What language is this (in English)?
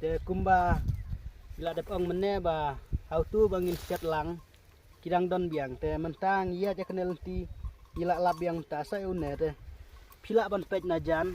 Khasi